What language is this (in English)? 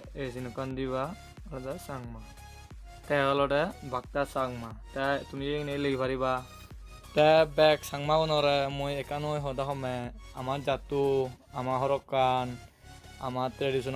Chakma